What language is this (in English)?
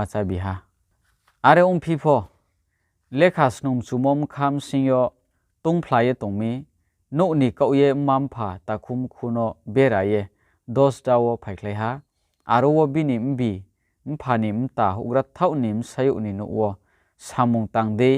Riang (India)